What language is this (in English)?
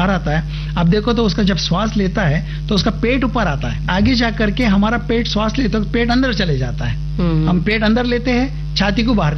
Hindi